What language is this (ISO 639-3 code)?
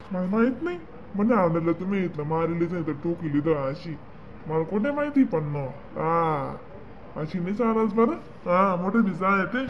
khn